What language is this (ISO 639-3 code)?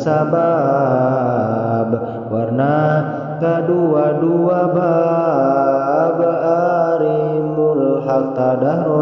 sun